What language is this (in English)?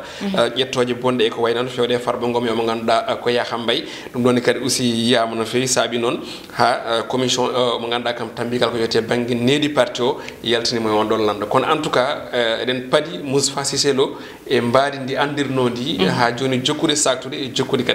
Fula